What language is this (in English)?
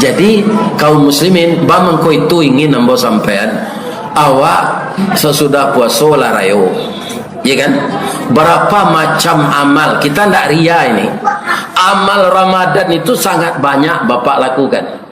Minangkabau